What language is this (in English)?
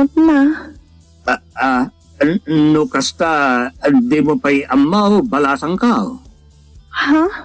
Iloko